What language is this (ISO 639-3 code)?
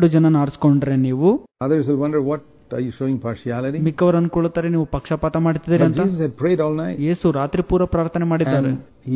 kan